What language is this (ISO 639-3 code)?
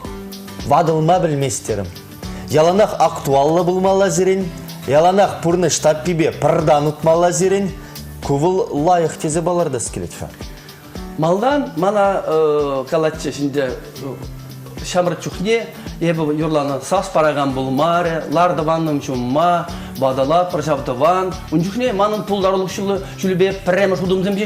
chv